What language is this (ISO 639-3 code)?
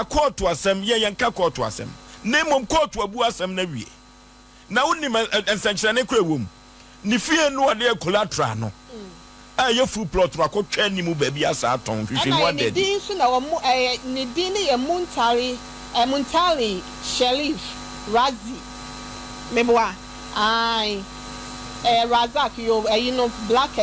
aka